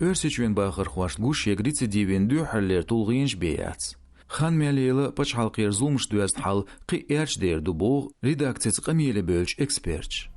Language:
Chechen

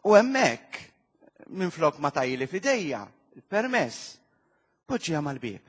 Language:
Maltese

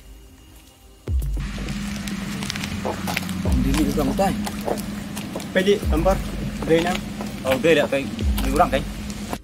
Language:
Khasi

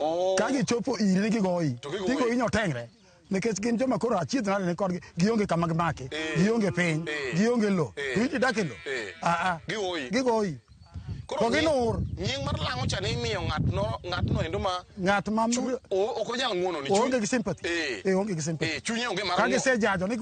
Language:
Luo (Kenya and Tanzania)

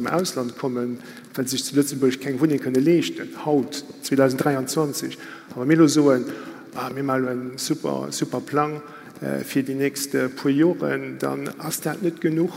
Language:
Luxembourgish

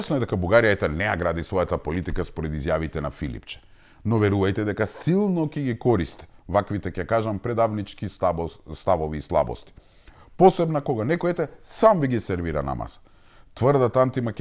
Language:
Macedonian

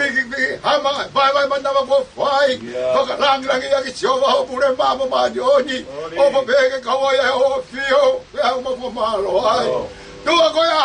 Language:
Tongan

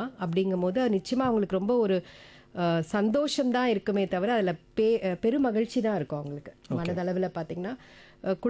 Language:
Tamil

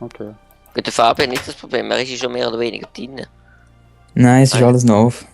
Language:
Swiss German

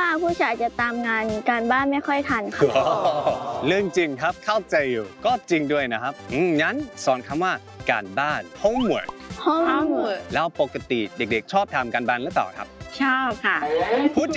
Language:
Thai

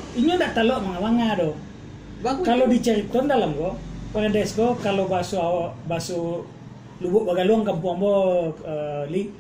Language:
Minangkabau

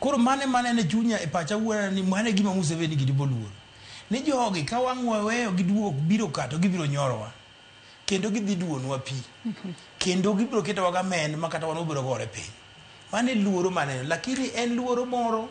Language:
Luo (Kenya and Tanzania)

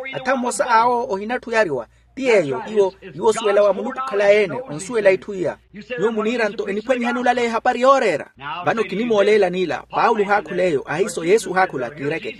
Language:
Makhuwa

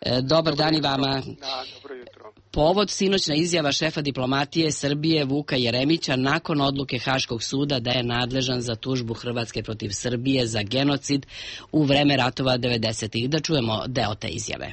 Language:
Serbian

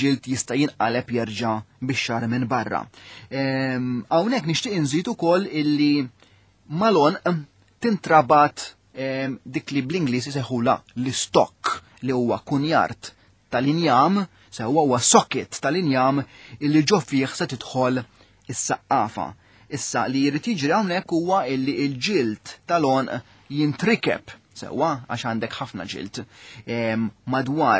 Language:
Maltese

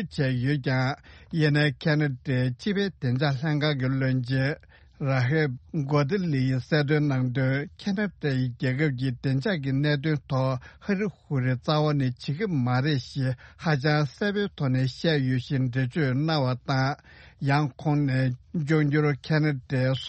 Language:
Tibetan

